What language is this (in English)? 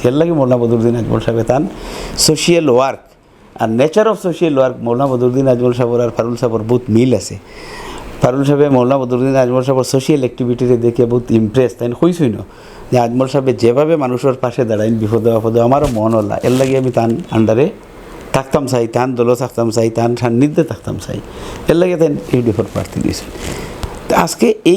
Sylheti